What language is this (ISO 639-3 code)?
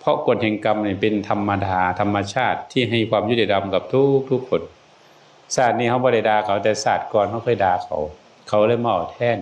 tts